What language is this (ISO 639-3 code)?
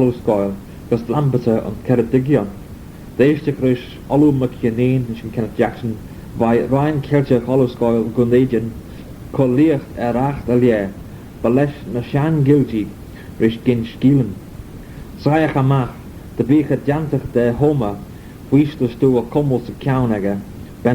glv